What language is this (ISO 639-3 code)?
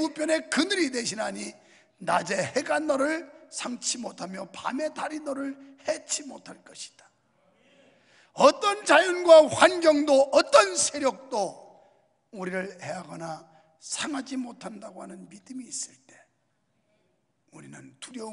kor